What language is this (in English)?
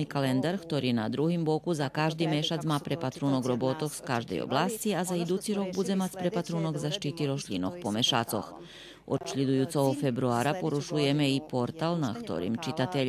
Rusyn